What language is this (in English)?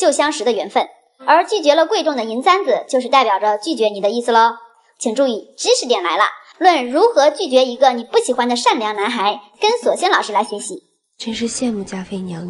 Chinese